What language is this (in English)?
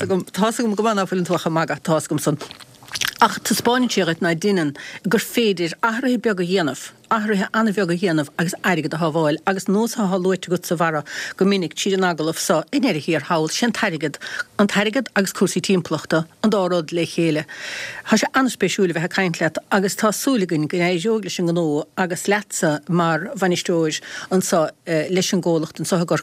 Irish